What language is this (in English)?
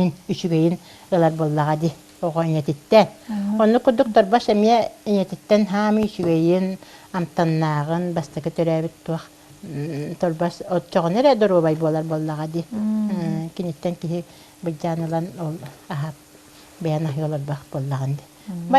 Yakut